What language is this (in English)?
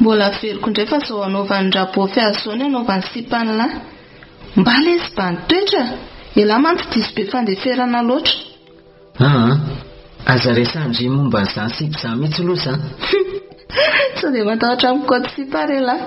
Malagasy